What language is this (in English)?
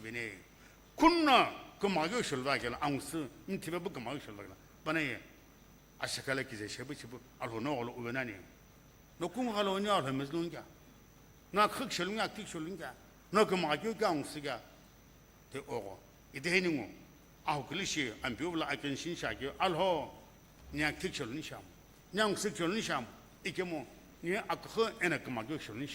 Sumi Naga